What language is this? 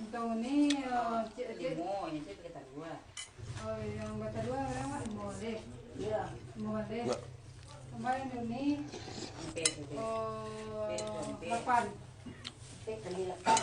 Minangkabau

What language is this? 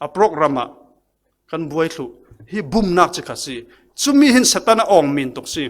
Falam Chin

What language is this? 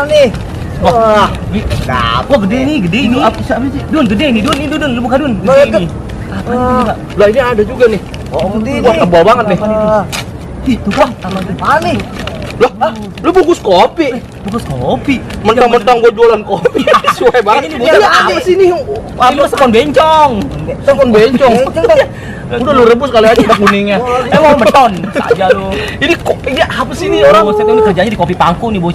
Betawi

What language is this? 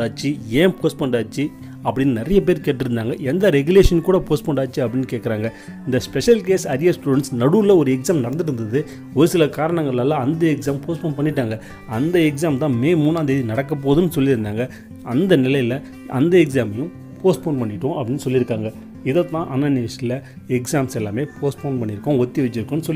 Tamil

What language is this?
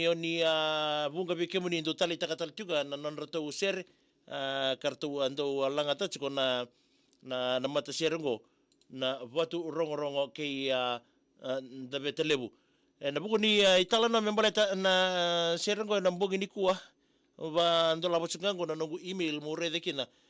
Fijian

